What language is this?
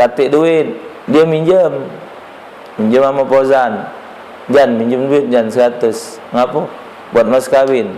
Musi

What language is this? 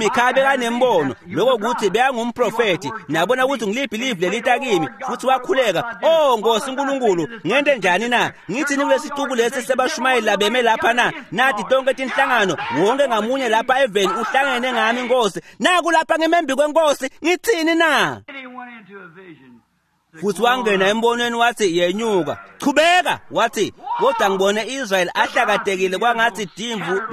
Swati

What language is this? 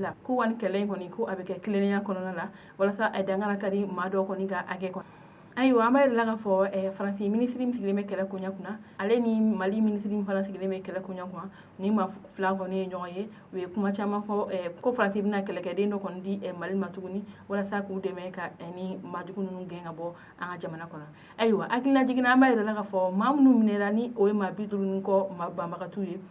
Bambara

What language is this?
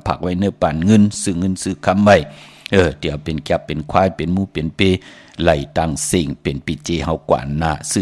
Shan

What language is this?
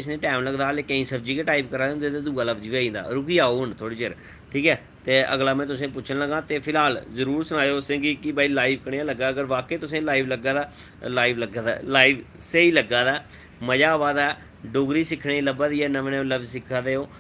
Dogri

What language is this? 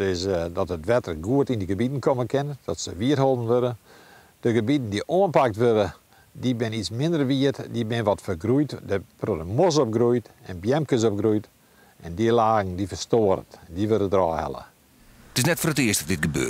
Western Frisian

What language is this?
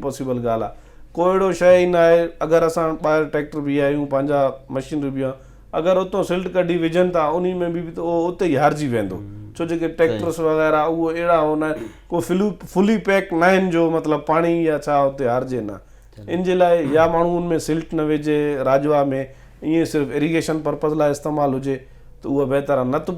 Sindhi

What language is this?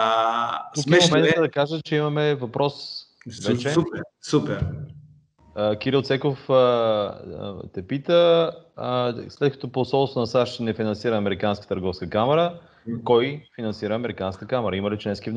Bulgarian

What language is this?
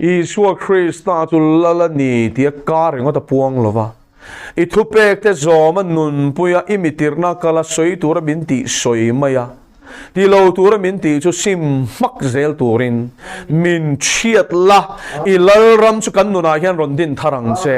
Mizo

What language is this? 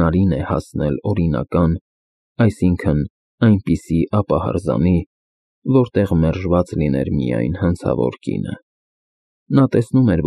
Armenian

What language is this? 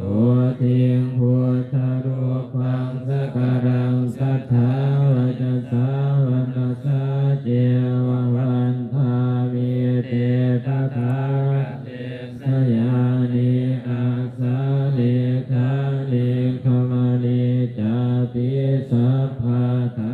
Pali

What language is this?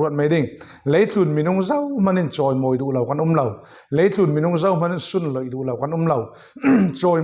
Falam Chin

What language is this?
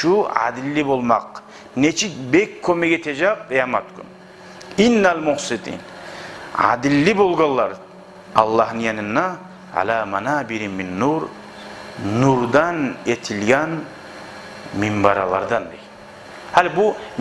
Kumyk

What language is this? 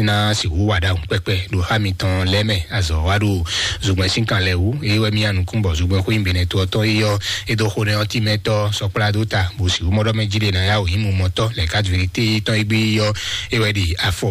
Fon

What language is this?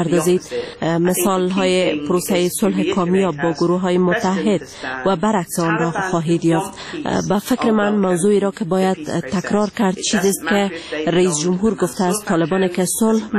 Persian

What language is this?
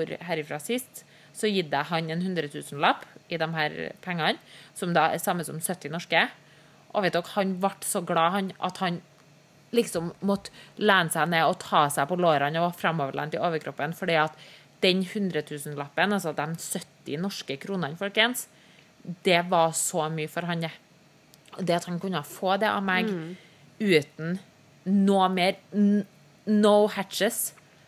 Norwegian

